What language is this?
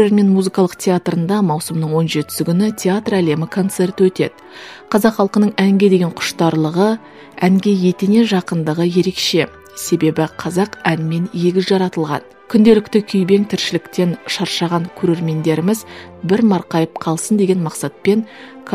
Kazakh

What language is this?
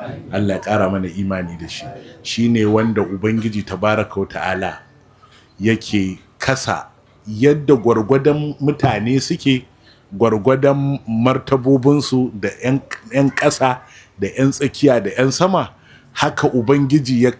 Hausa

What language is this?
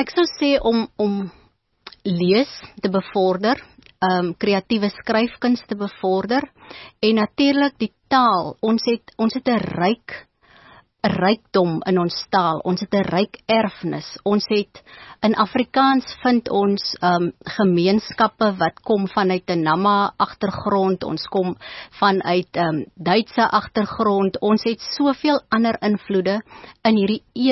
Afrikaans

